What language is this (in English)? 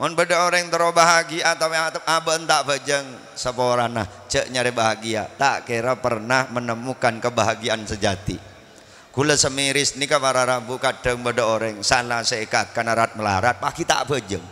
Madurese